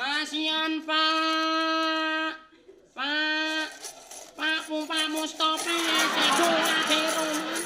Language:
Betawi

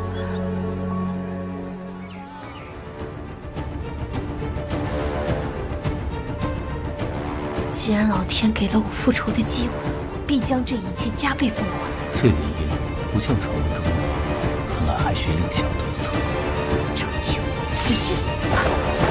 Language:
Chinese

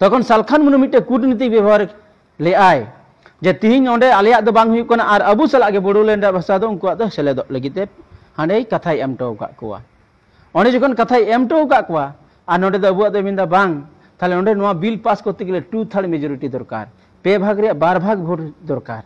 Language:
Santali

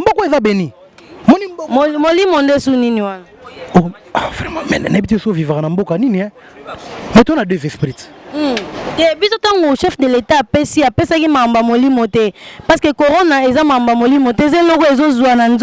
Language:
Lingala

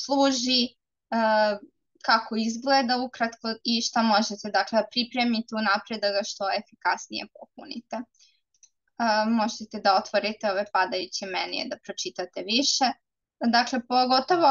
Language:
Serbian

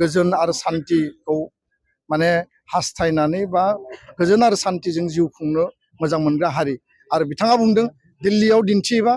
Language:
Bodo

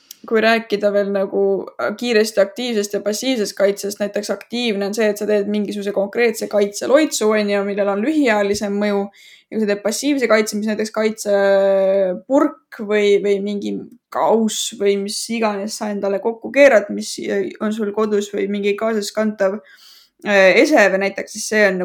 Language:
Estonian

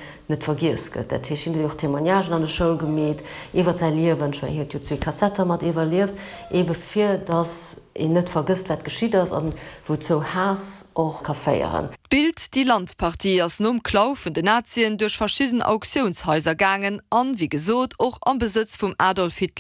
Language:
Luxembourgish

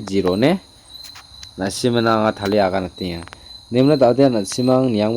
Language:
Garo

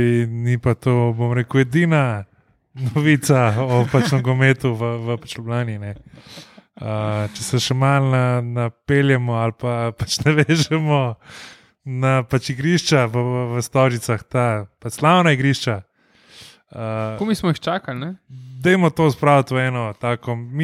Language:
Slovenian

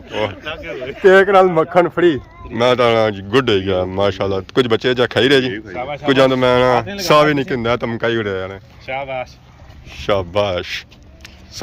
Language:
Pahari-Potwari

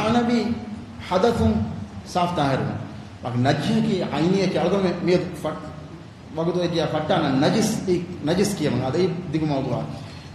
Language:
Divehi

